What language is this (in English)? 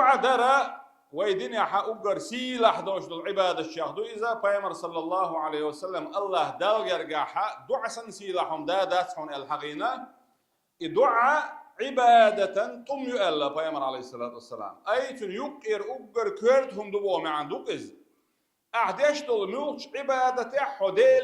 Chechen